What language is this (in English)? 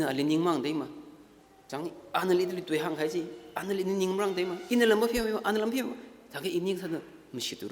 Tangkhul Naga (India)